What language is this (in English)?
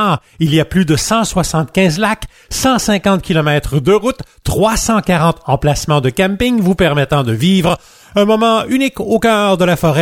French